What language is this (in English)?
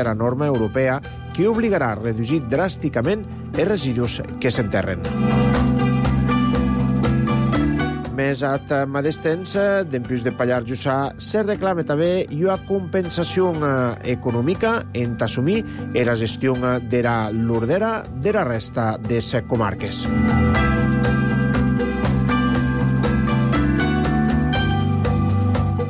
Catalan